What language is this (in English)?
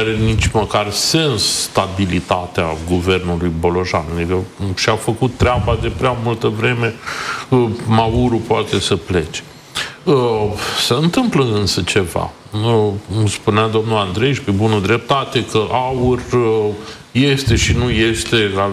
Romanian